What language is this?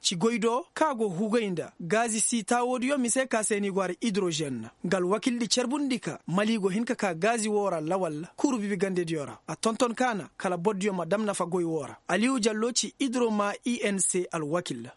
Koyraboro Senni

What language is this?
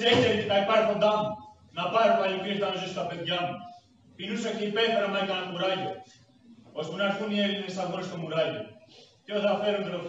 Greek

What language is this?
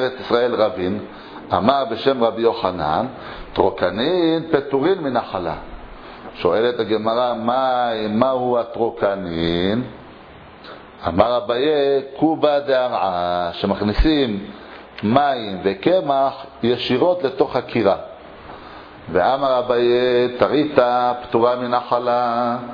Hebrew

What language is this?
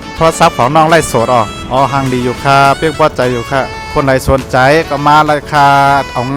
Shan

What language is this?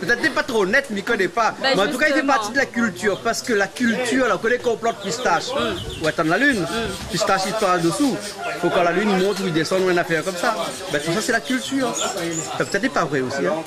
Réunion Creole French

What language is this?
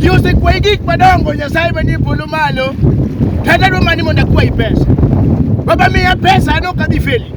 Luo (Kenya and Tanzania)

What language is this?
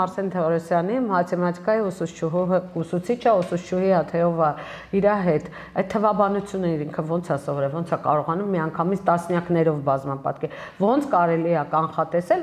Armenian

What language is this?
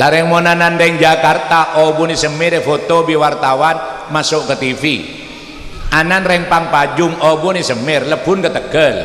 Madurese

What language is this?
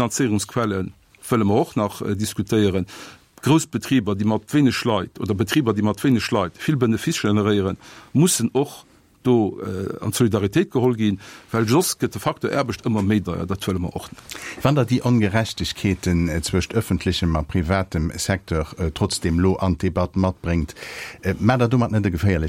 Luxembourgish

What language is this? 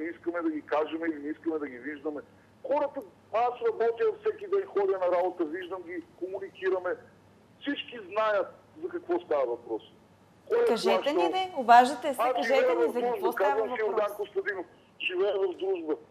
Bulgarian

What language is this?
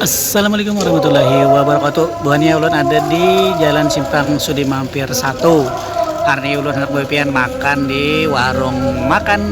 Banjar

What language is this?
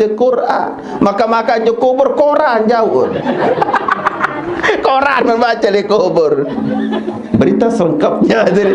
Sasak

